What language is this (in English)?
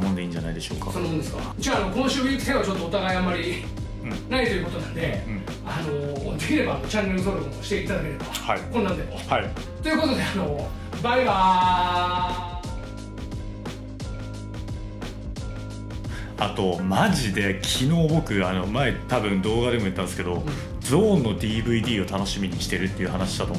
Japanese